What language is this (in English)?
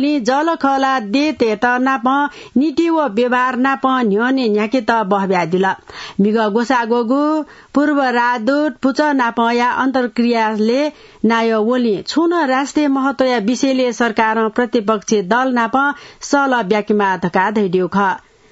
Newari